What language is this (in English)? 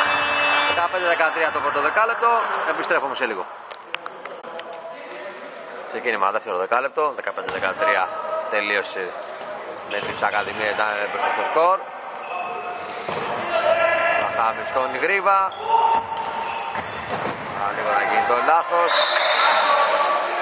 Greek